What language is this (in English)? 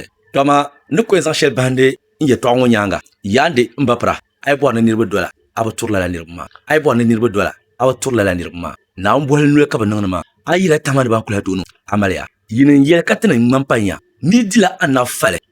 Dagbani